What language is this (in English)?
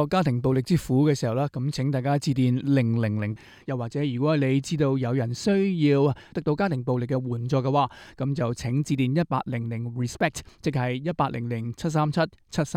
Cantonese